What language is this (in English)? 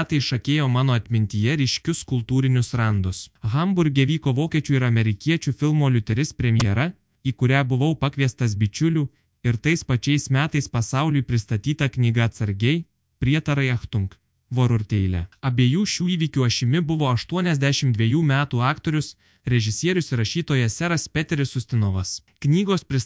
Lithuanian